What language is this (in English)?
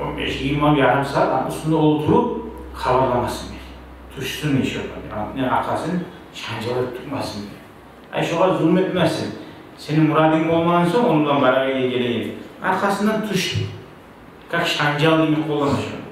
Kumyk